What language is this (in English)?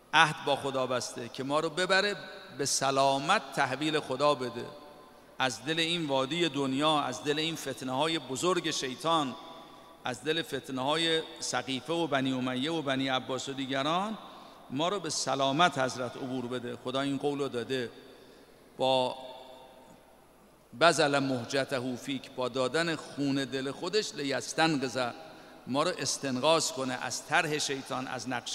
Persian